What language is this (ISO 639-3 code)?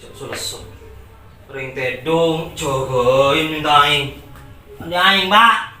mad